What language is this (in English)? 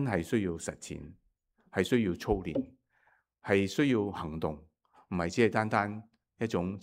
Cantonese